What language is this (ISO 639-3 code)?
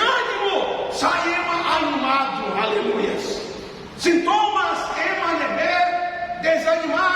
tet